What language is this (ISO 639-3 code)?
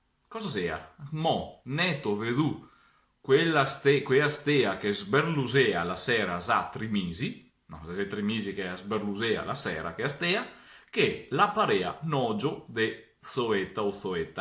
vec